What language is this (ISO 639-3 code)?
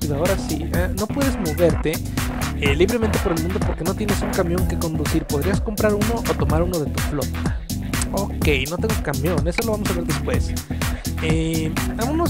spa